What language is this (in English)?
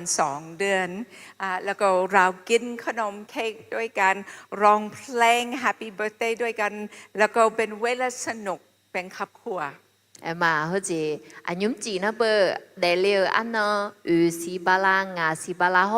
Akha